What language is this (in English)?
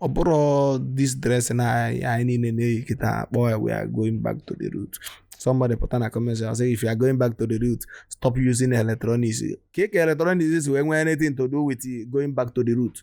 Igbo